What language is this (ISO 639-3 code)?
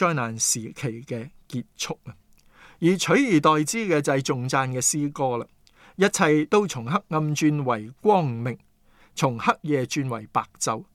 yue